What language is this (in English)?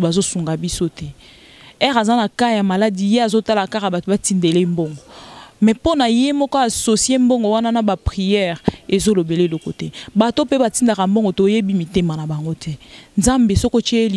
Lingala